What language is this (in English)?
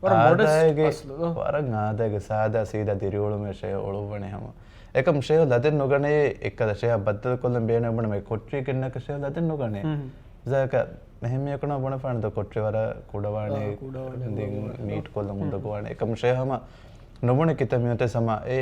Divehi